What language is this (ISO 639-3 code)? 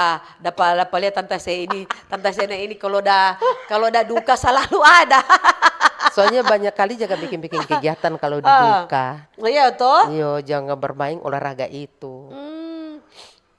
xmm